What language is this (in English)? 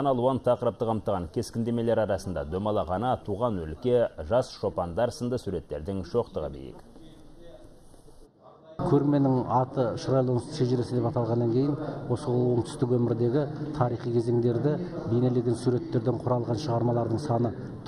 Kazakh